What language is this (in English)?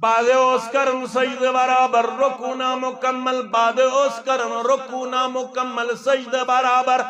Kashmiri